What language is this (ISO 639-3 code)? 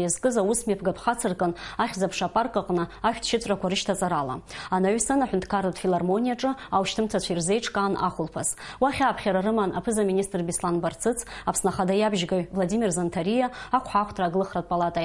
abk